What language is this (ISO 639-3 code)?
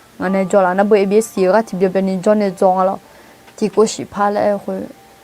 ahk